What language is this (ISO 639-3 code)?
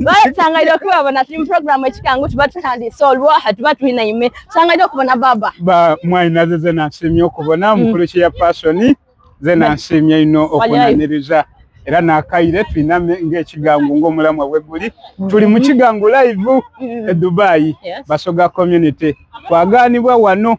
xog